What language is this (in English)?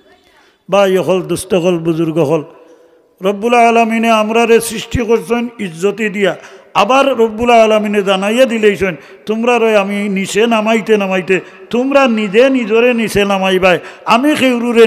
Sylheti